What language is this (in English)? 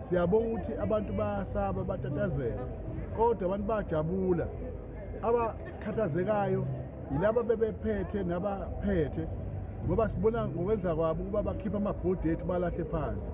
Zulu